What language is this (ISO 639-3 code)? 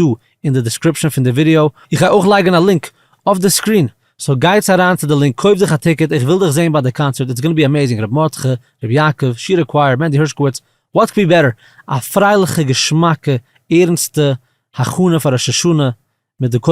yid